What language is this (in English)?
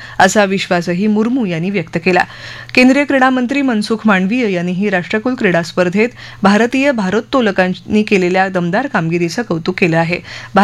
Marathi